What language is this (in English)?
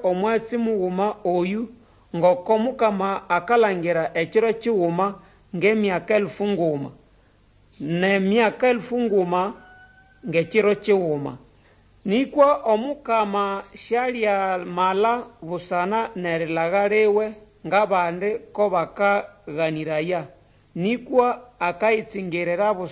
Nande